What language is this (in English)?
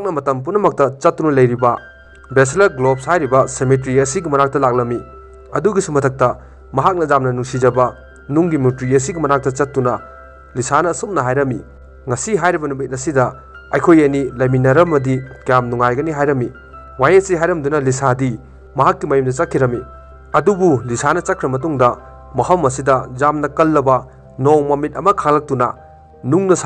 Manipuri